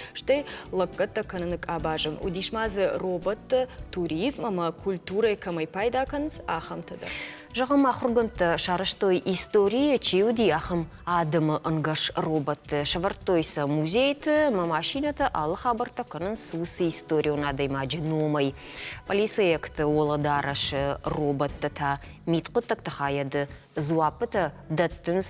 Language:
Ossetic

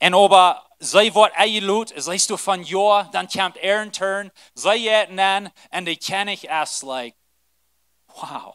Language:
Plautdietsch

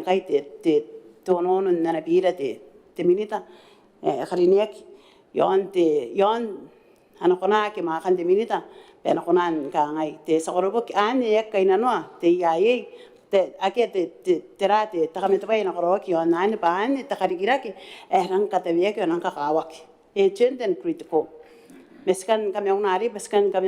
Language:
Gilbertese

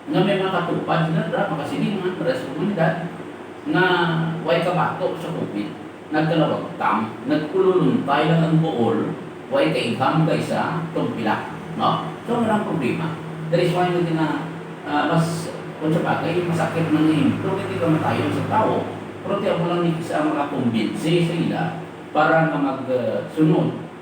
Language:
Hiligaynon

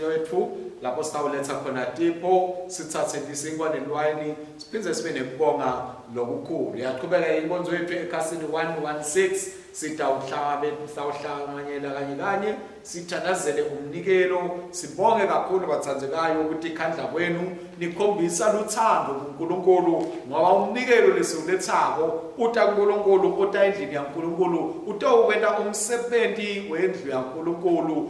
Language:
Swati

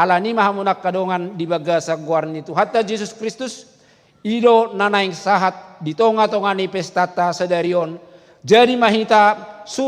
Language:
Batak Toba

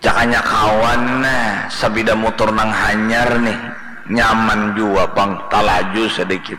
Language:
Banjar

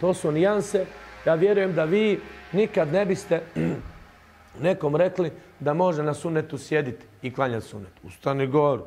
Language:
Bosnian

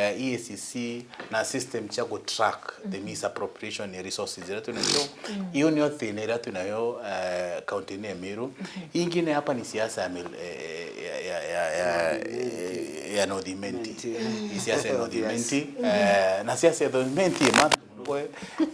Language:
Meru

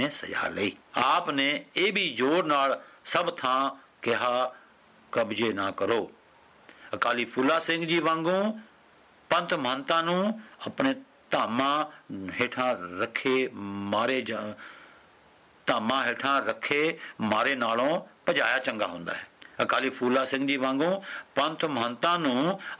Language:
Punjabi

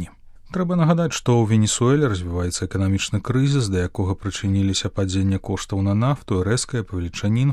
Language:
Belarusian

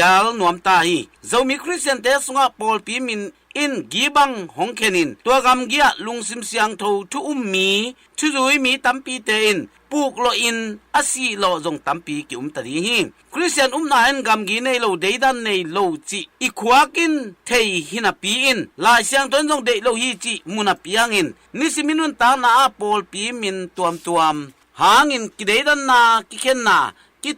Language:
Tedim Chin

